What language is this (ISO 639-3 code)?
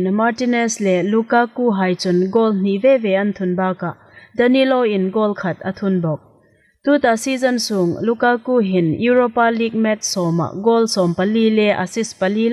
hmr